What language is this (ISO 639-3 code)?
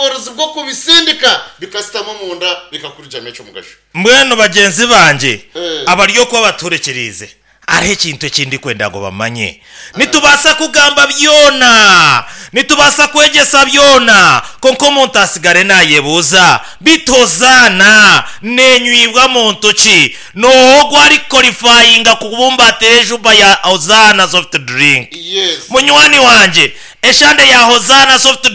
nyn